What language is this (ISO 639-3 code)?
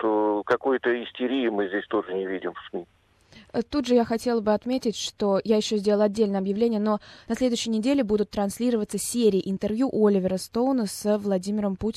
rus